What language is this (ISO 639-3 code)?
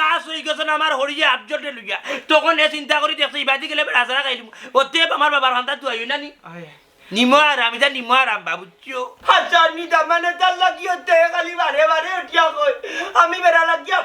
syl